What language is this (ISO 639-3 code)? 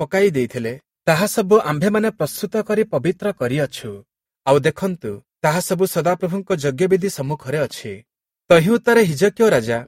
ori